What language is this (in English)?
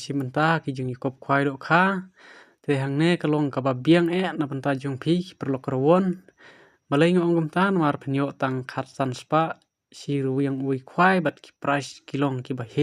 Khasi